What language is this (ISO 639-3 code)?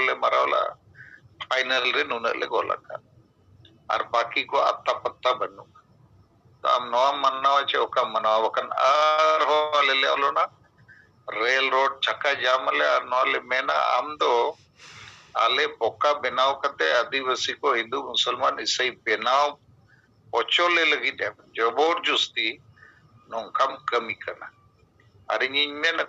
sat